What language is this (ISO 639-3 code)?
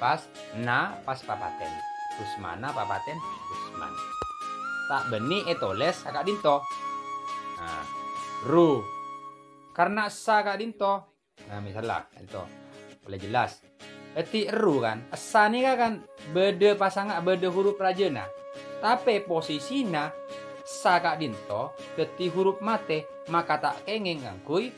mad